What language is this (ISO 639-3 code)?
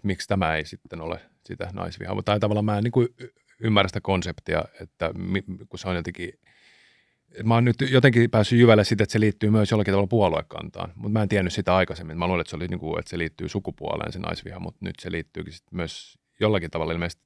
fin